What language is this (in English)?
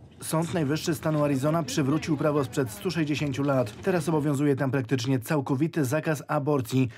Polish